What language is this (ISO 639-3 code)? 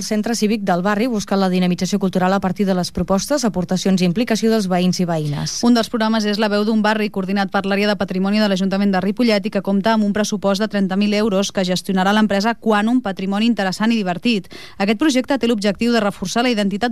cat